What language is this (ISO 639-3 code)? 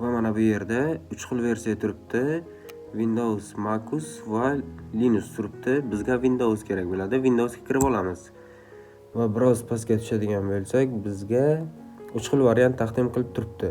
uzb